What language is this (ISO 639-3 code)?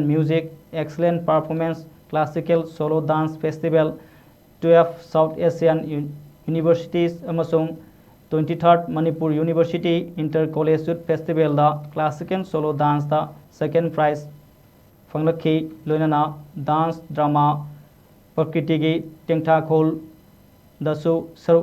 mni